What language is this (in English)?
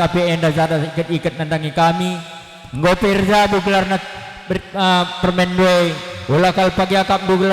Batak Karo